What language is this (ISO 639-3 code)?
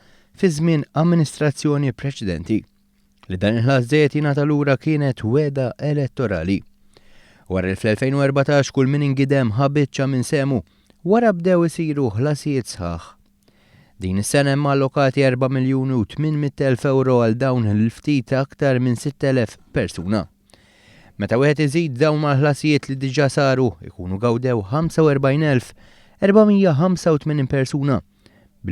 mlt